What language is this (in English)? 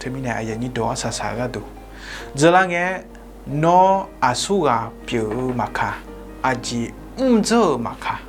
Akha